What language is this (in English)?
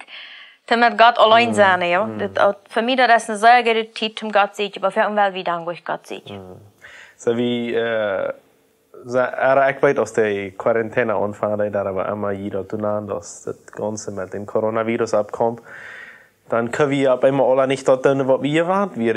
Plautdietsch